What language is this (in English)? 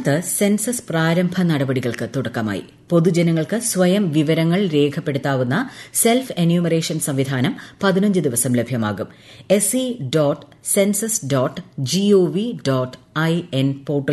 Malayalam